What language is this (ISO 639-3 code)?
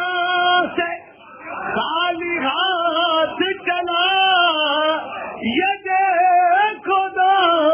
urd